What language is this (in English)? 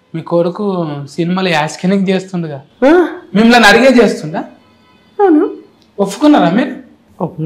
Telugu